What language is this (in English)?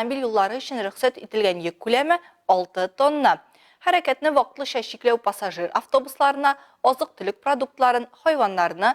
Tatar